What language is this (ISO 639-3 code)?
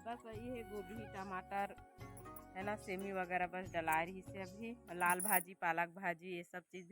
hne